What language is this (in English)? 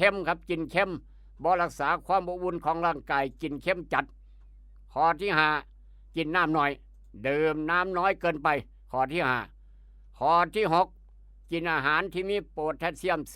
Northeastern Thai